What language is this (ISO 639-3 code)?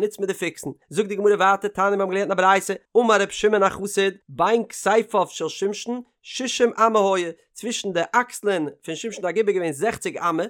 yid